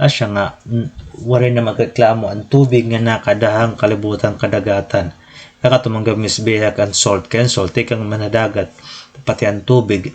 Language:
Waray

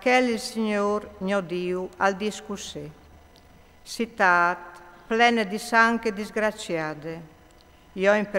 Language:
Friulian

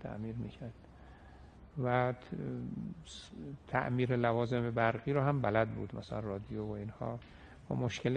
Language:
Persian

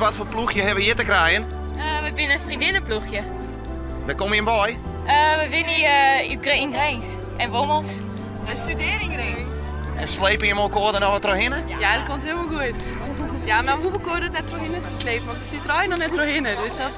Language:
Western Frisian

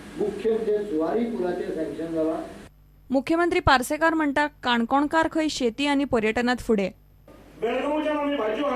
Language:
Konkani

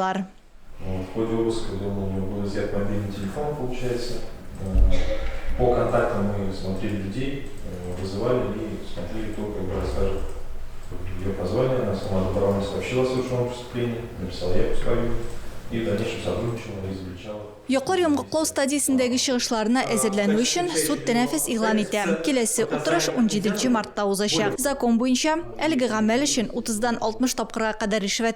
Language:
Tatar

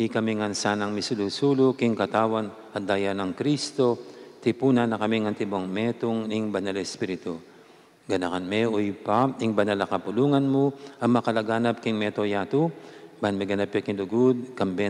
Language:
Pampanga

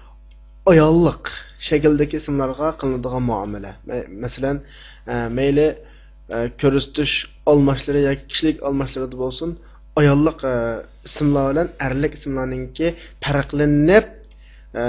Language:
Uyghur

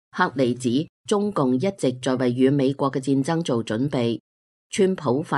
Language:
Cantonese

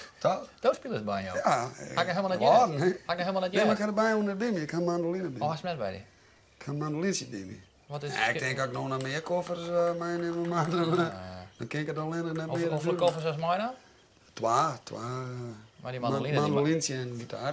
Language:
Western Frisian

